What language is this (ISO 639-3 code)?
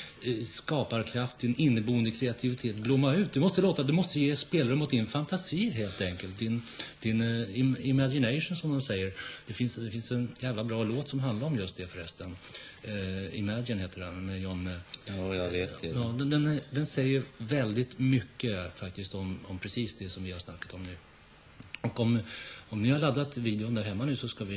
swe